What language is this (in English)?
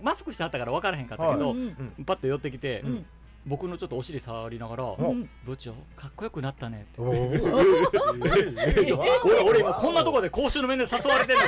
Japanese